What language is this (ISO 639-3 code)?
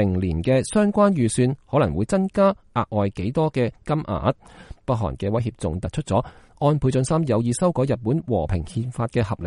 yue